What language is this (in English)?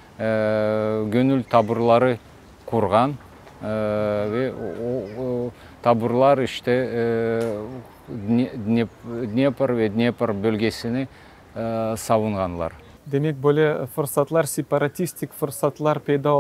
Crimean Tatar